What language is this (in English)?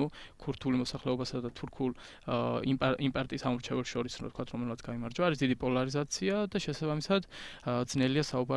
Georgian